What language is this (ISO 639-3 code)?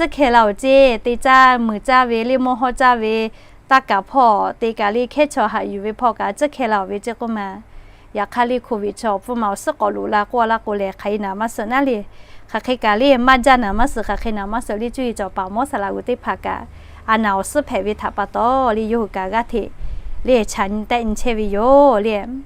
lhu